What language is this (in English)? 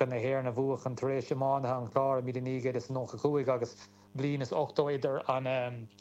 Irish